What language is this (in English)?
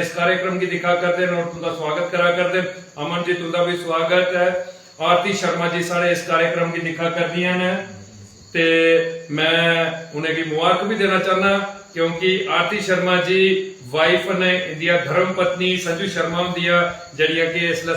Dogri